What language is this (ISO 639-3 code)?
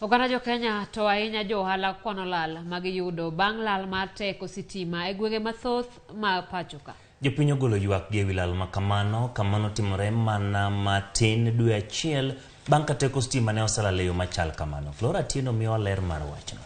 luo